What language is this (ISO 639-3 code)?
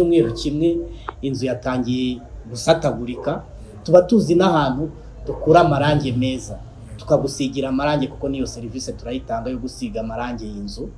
kin